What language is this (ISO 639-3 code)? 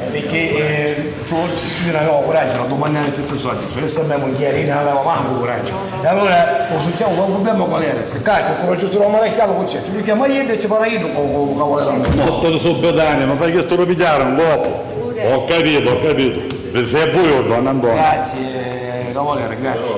scn